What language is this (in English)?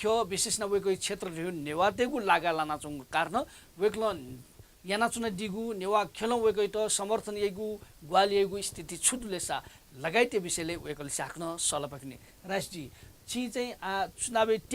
Newari